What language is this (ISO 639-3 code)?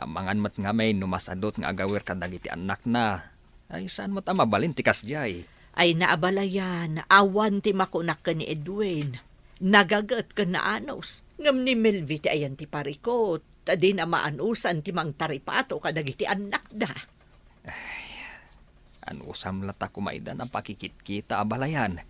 ilo